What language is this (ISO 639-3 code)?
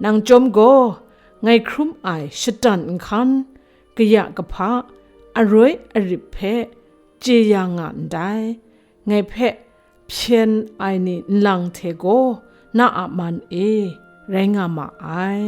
kac